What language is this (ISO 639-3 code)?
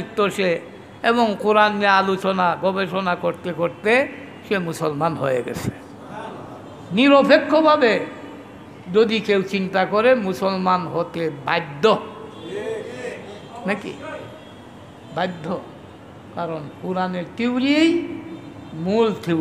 ben